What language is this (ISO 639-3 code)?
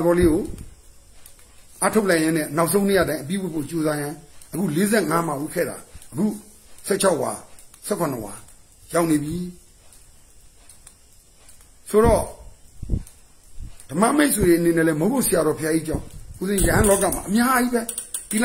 mya